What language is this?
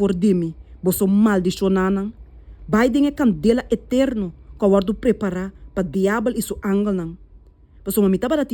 Papiamento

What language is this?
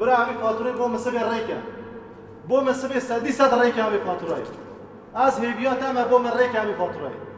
Kurdish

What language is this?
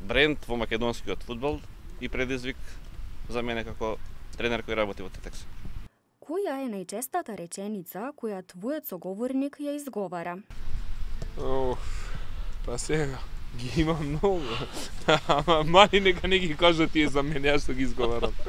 Macedonian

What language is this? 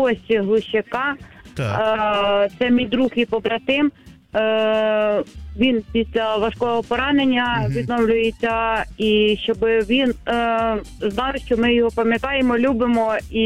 Ukrainian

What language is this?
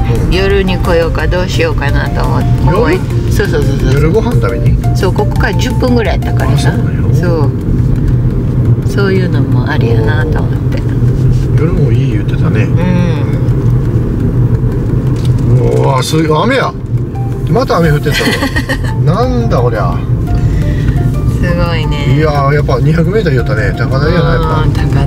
Japanese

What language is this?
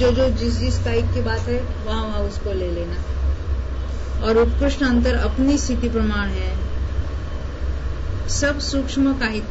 Hindi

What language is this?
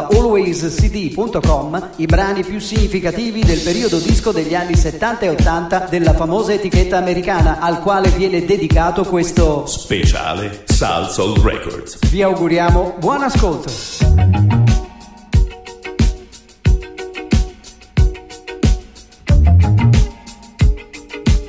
Italian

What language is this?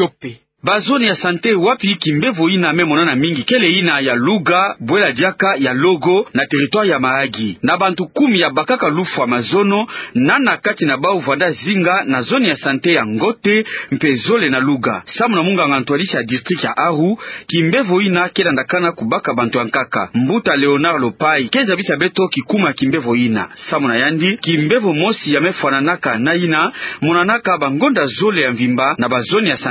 Kituba (Democratic Republic of Congo)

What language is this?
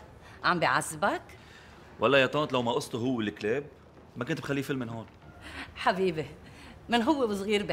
North Levantine Arabic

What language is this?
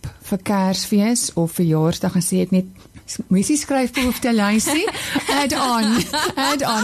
Afrikaans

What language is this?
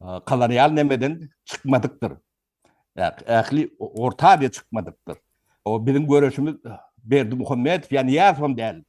Turkmen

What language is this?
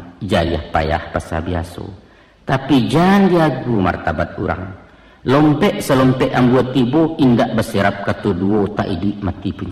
Minangkabau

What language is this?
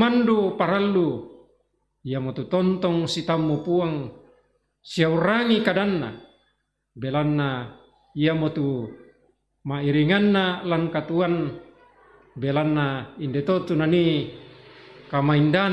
Toraja-Sa'dan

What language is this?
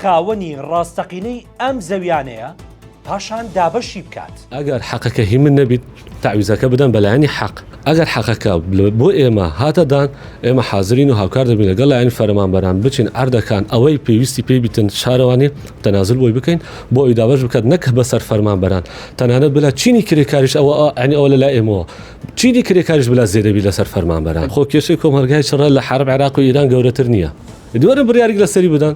Central Kurdish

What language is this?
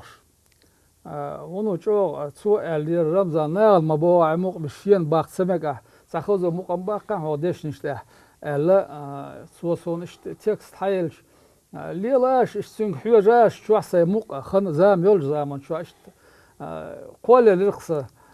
Chechen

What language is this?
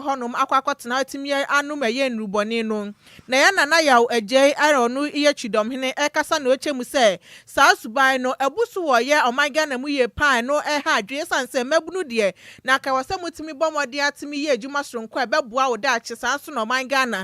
Akan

